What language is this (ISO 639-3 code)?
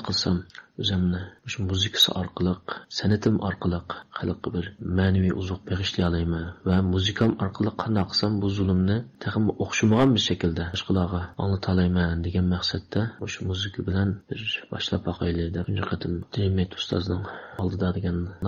uig